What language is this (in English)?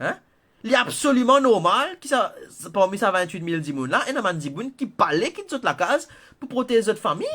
Morisyen